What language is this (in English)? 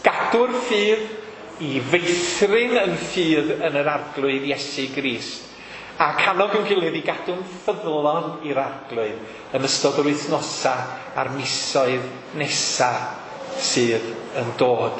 Welsh